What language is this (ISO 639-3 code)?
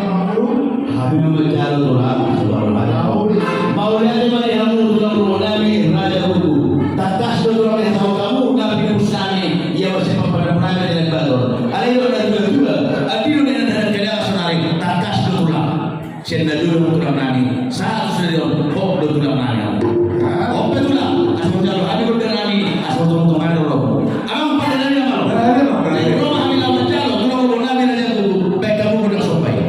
bbc